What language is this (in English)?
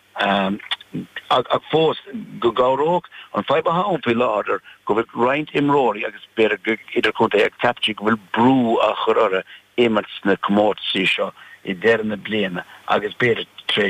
Irish